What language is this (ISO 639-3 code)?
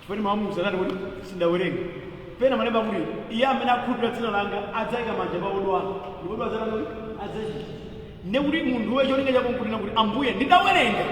nya